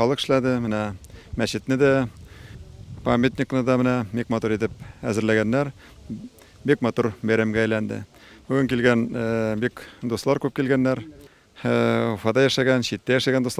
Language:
Tatar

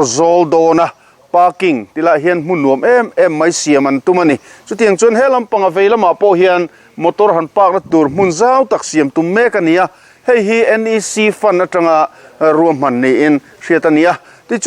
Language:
Mizo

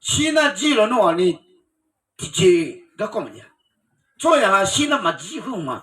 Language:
Akha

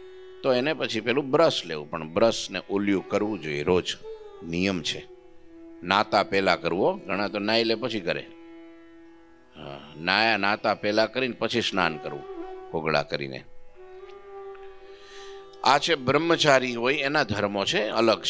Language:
Gujarati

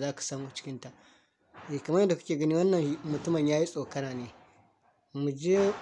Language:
Hausa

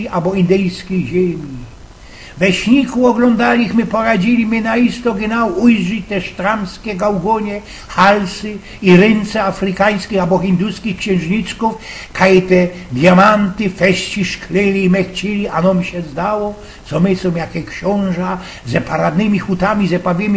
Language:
Silesian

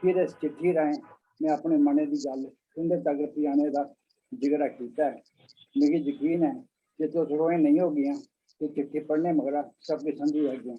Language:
Dogri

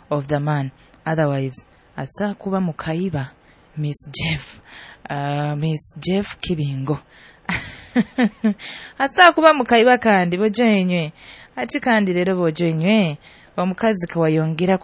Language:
Nyoro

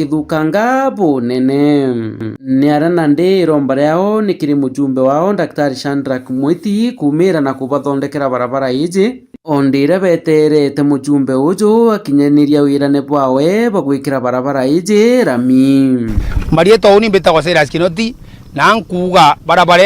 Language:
Meru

